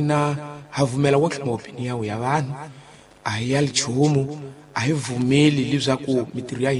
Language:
Tsonga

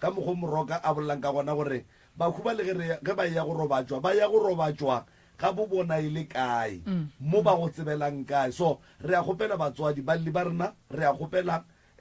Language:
Northern Sotho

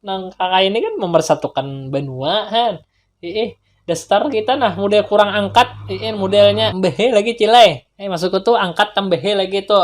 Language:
Banjar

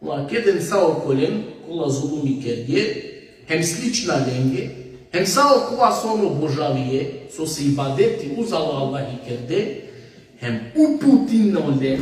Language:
Balkan Romani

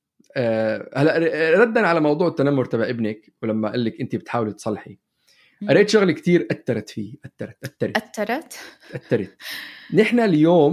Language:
North Levantine Arabic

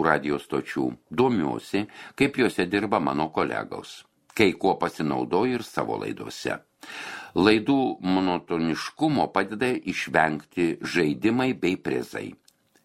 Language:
Lithuanian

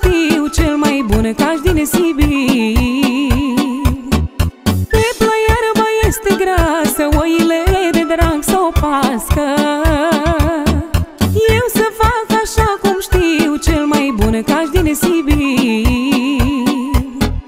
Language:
Romanian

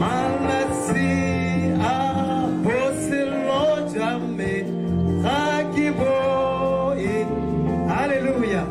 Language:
Tswana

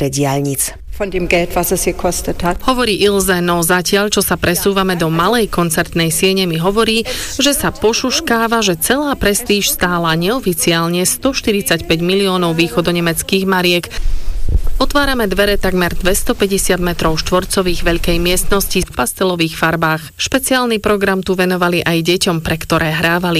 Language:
Slovak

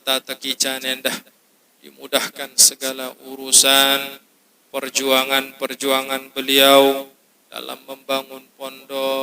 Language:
Sasak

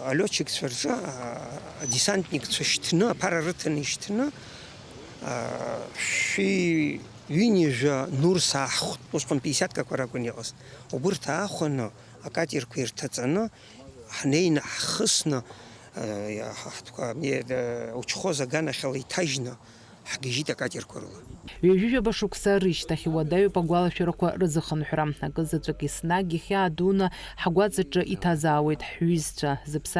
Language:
Abkhazian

